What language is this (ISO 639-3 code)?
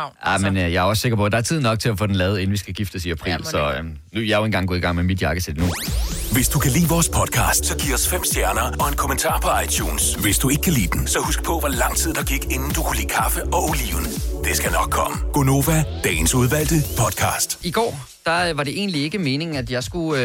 dan